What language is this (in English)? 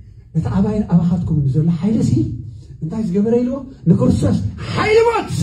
Tigrinya